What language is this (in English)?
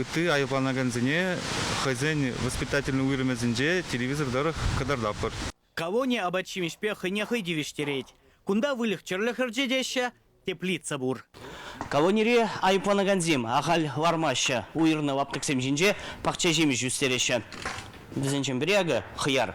Chuvash